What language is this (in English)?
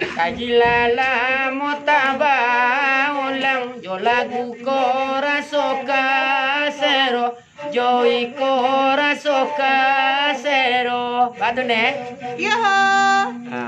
Minangkabau